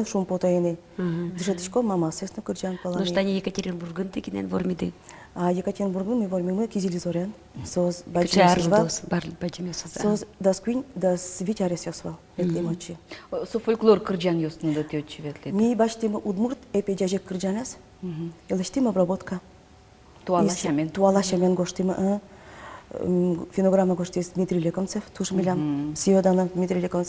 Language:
Udmurt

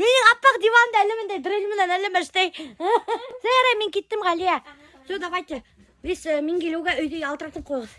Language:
Bashkir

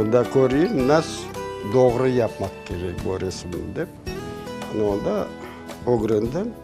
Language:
Crimean Tatar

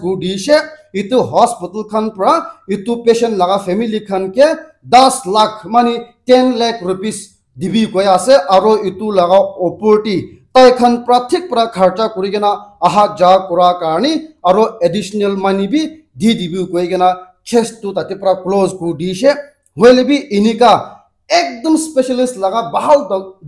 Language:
Naga Pidgin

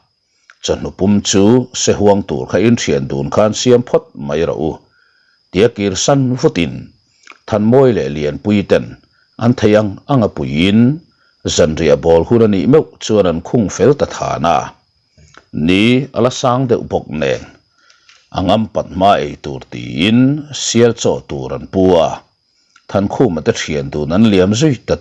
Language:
Mizo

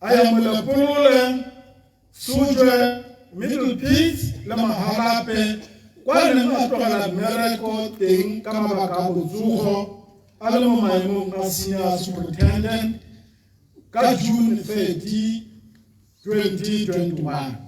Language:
Tswana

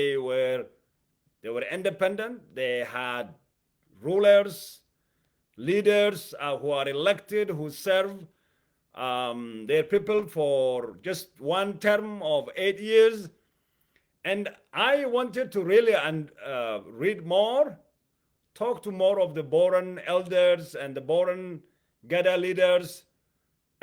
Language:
English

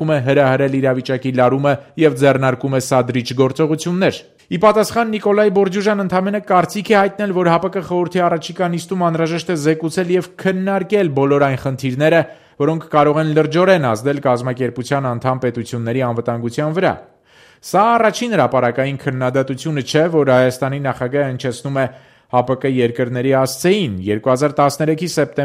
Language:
Armenian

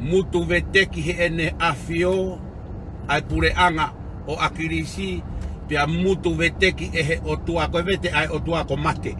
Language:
Tongan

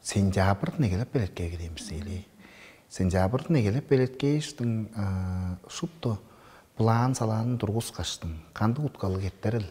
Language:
Tuvinian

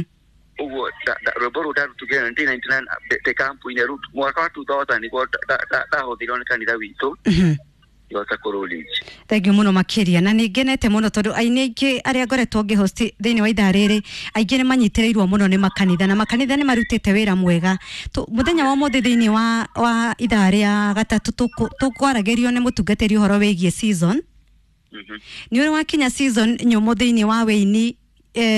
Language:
Kikuyu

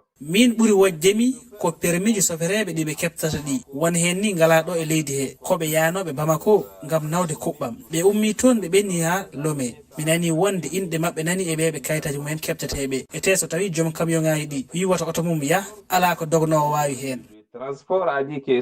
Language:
Fula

